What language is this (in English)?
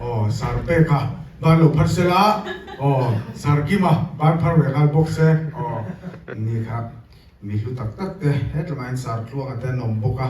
Mizo